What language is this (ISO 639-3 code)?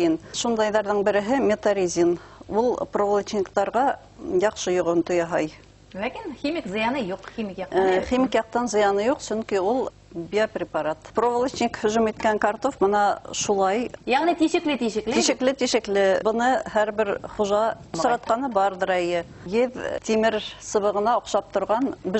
bak